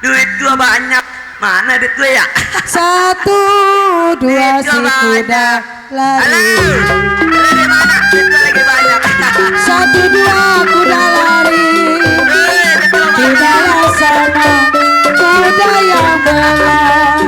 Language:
Betawi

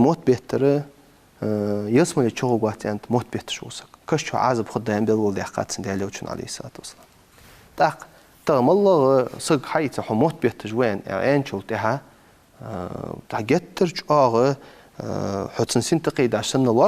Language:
Ingush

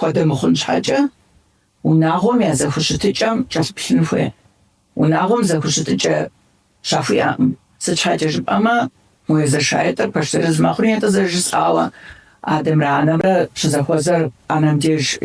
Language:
Kabardian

